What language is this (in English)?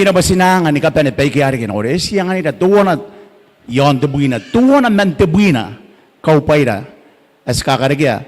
Gilbertese